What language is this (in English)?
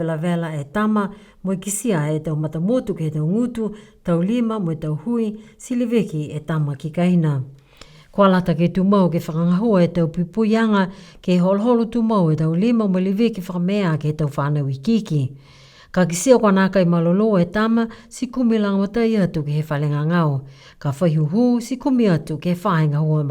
Niuean